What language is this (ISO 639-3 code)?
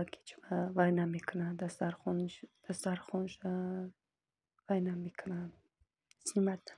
tgk